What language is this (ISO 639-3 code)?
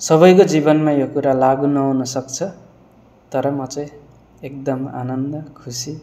nep